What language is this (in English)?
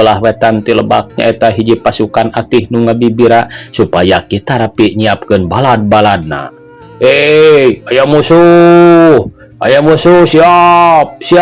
Sundanese